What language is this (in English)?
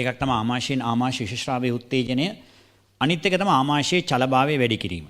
Sinhala